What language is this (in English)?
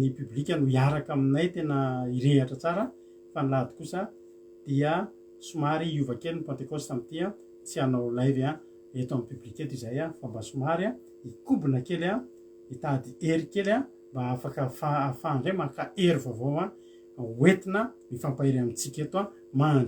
Malagasy